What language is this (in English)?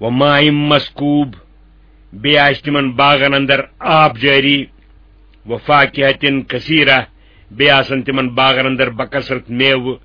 Kashmiri